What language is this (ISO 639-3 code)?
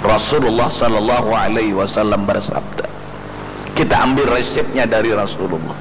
bjn